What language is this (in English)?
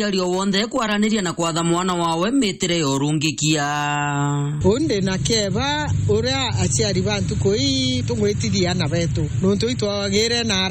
Meru